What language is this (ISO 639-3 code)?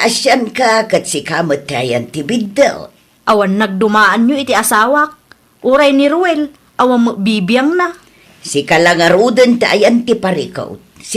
ilo